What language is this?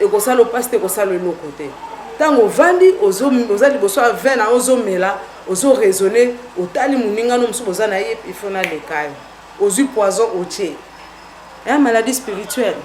Lingala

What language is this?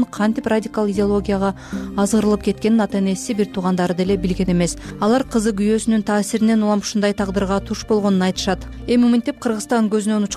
Kyrgyz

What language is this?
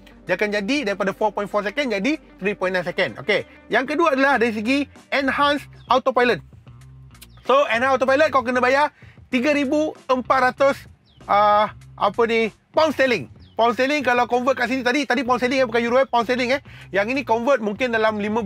Malay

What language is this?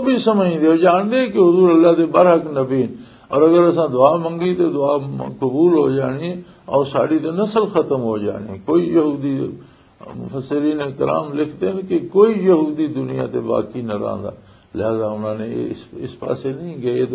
Western Panjabi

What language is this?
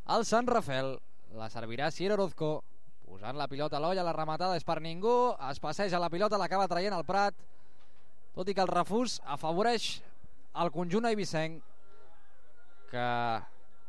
Catalan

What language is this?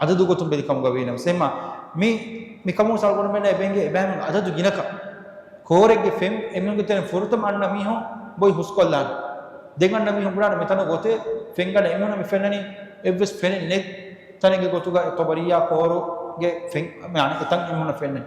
Divehi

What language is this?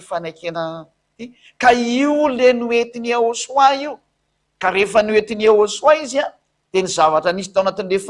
Malagasy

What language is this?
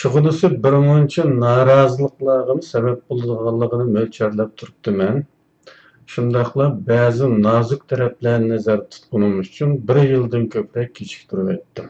Uyghur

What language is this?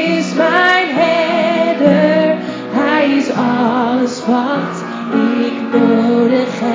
Dutch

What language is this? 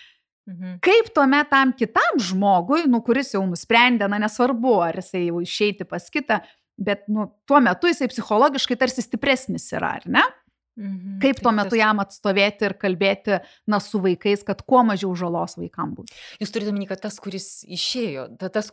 Lithuanian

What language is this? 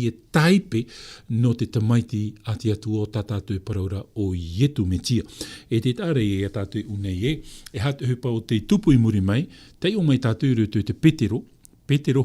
Tahitian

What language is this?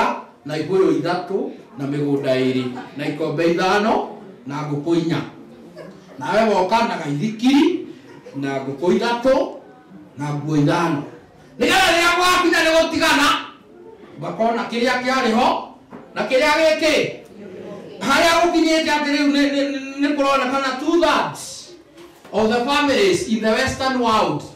Kikuyu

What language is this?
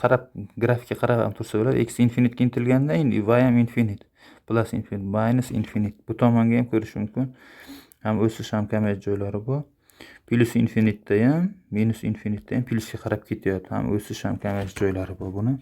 Uzbek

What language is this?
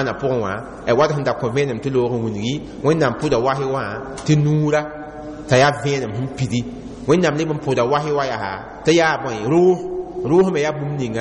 Mossi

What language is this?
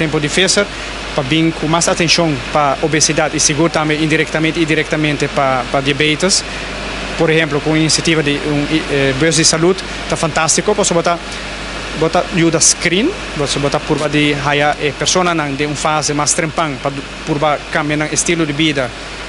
Papiamento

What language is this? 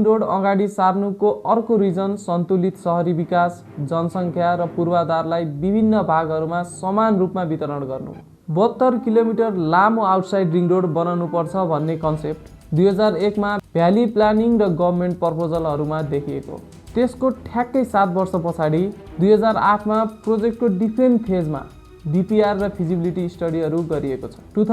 Nepali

